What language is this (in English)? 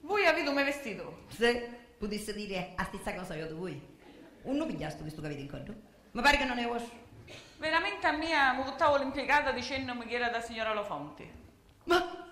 Sicilian